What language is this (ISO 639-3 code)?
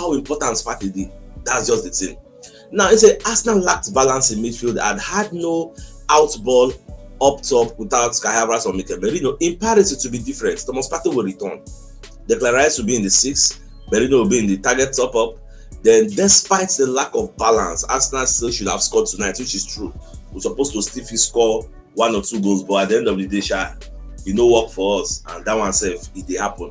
pcm